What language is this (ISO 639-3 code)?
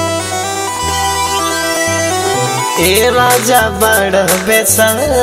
bho